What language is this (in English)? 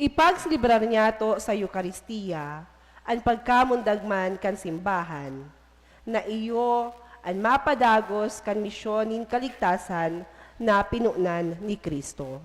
Bikol